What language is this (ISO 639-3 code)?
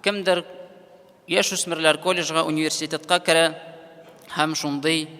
tat